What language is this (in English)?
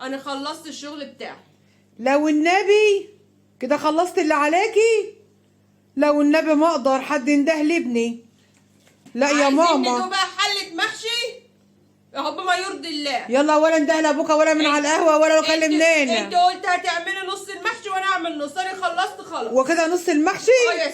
Egyptian Arabic